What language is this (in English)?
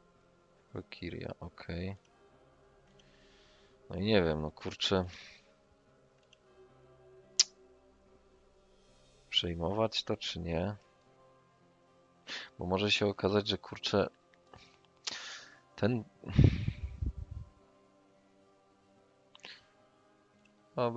Polish